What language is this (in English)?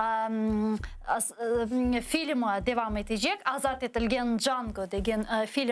Crimean Tatar